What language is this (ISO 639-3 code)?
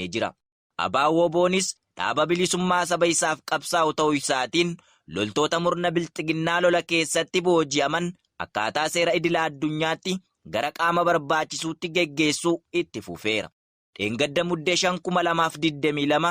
orm